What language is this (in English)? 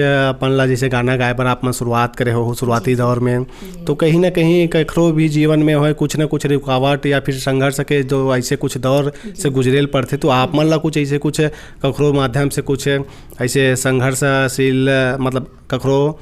Chhattisgarhi